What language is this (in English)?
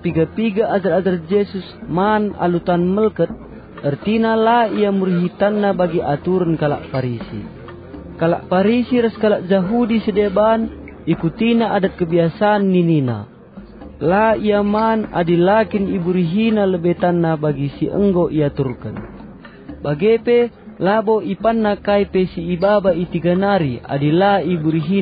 Batak Karo